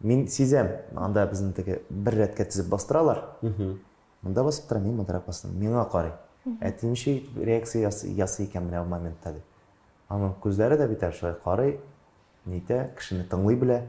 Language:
Tatar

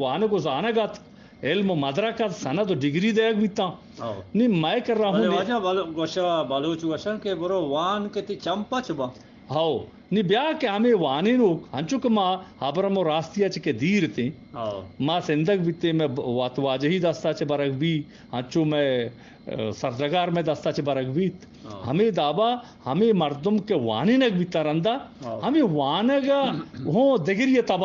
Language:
Eastern Balochi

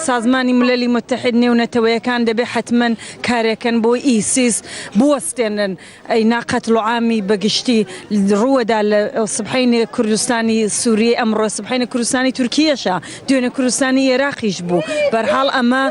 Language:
Kurdish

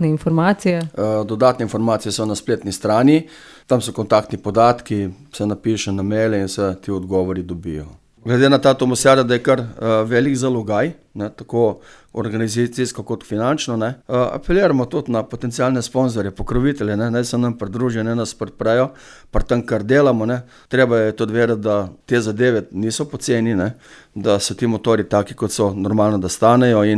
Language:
Slovenian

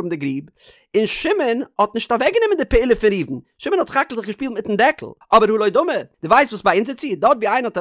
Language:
Yiddish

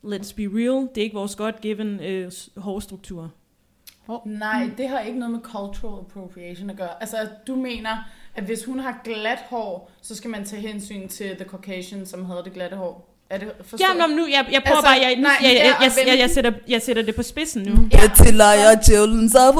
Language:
Danish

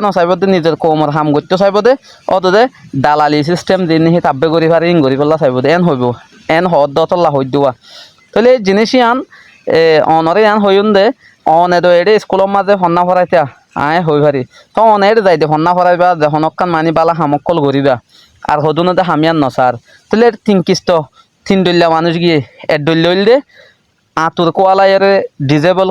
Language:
Rohingya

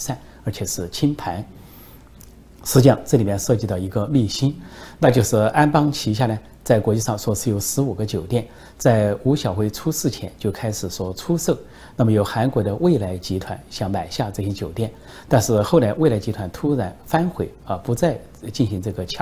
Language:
Chinese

